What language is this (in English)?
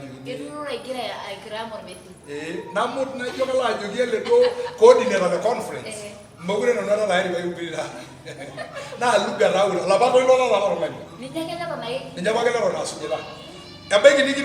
Masai